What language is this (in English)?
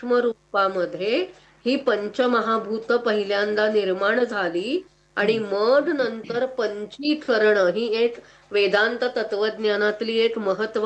Marathi